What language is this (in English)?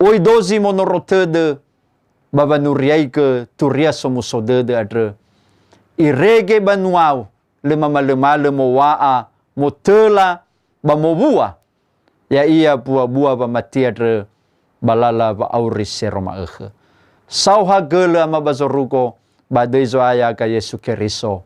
Nias